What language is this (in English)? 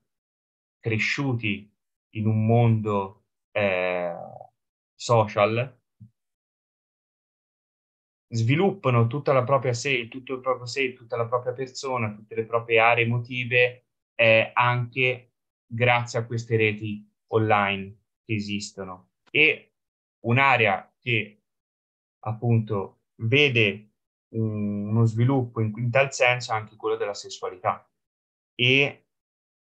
Italian